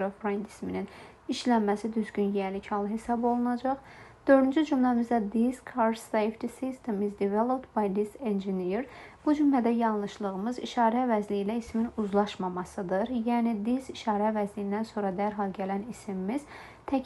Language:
Azerbaijani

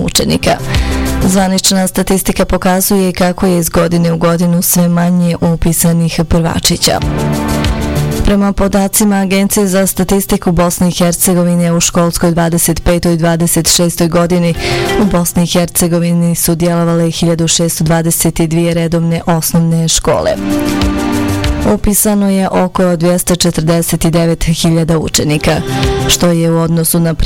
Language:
Bosnian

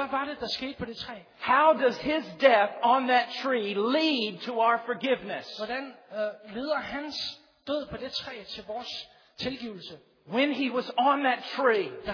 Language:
Danish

